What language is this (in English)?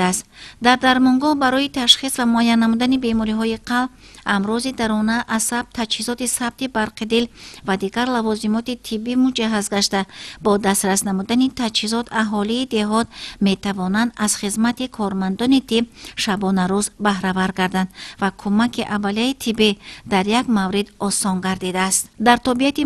Tajik